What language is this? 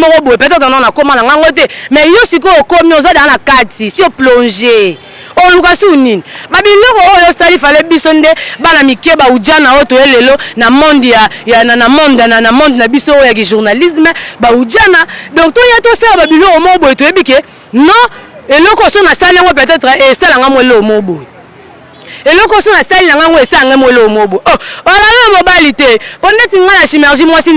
Lingala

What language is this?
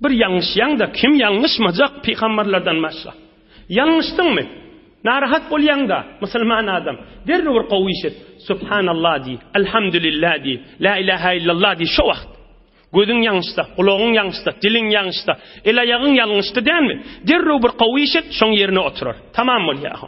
Turkmen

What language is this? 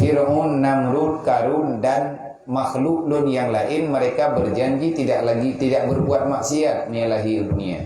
Achinese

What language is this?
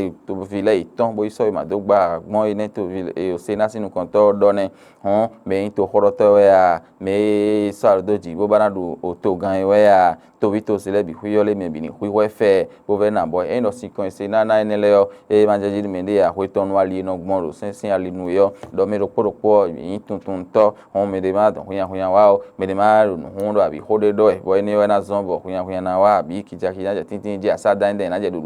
Fon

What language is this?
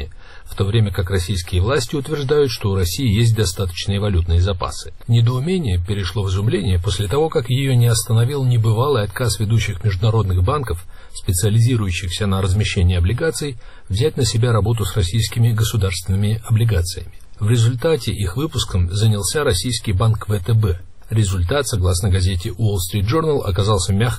Russian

